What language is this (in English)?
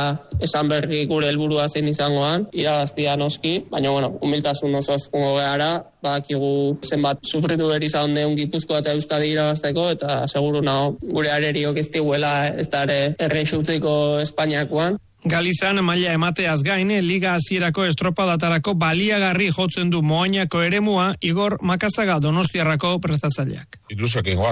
Basque